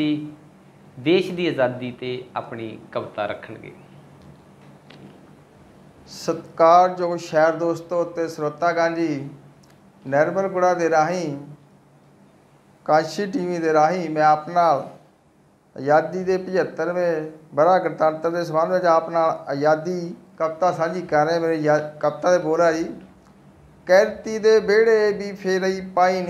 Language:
Punjabi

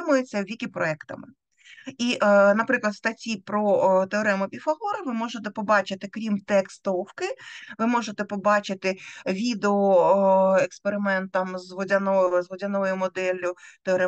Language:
Ukrainian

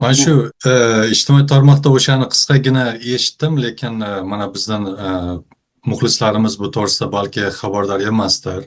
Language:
Uzbek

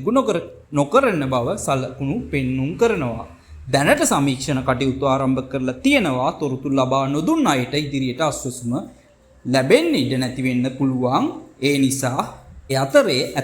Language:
Sinhala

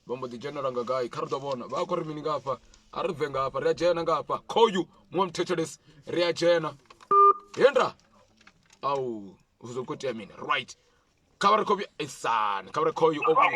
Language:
Venda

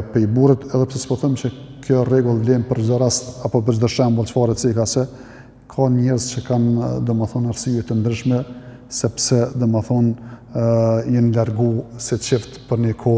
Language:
Albanian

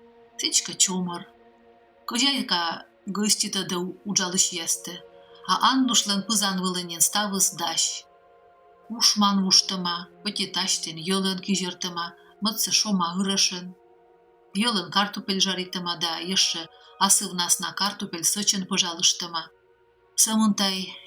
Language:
Komi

